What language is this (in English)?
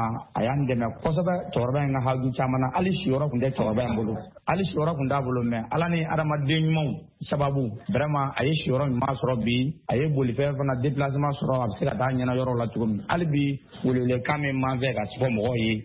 Bambara